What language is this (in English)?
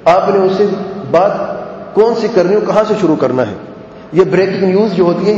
Urdu